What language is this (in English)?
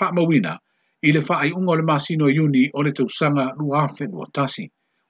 Samoan